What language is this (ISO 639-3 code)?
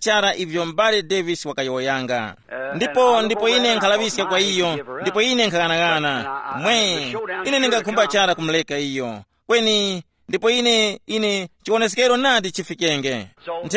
tum